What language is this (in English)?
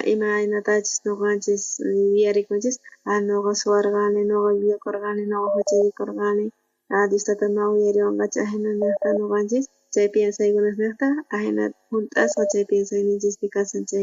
South Bolivian Quechua